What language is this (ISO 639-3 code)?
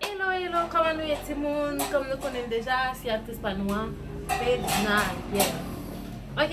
hat